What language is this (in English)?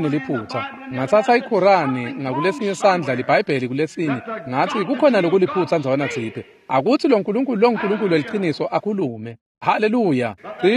Swati